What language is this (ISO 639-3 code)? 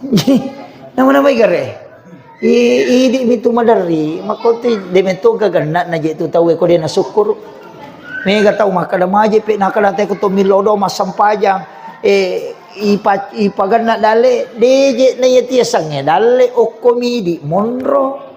bug